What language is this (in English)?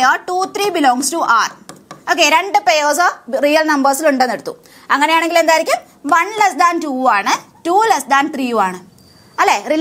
Malayalam